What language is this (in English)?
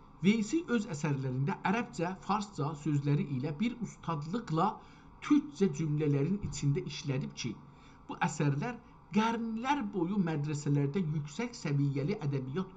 South Azerbaijani